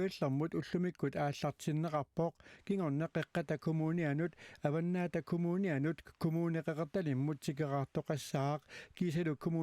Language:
Kalaallisut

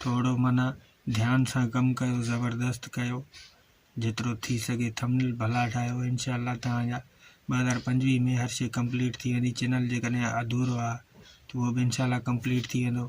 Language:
Sindhi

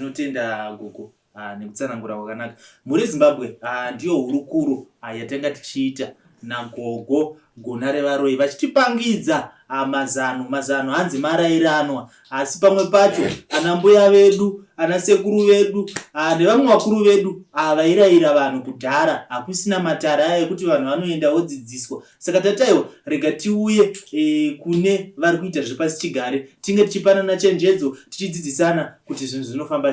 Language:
Shona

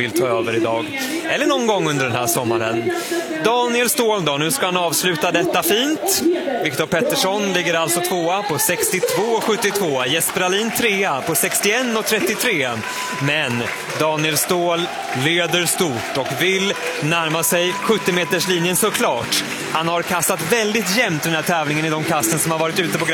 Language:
Swedish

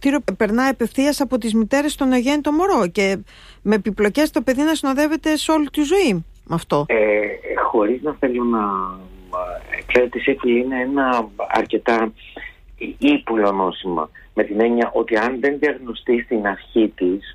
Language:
Greek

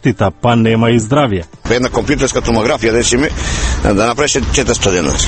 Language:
Macedonian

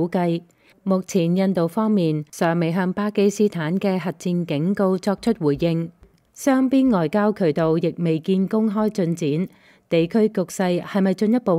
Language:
Cantonese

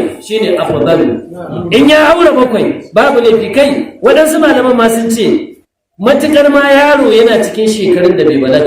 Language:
Hausa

